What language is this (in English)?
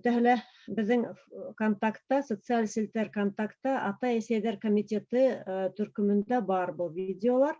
Bashkir